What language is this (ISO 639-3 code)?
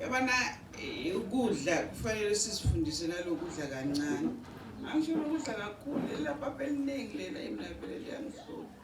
zul